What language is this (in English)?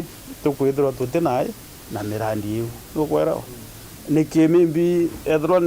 Meru